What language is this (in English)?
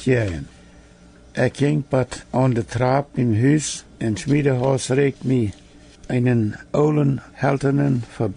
Plautdietsch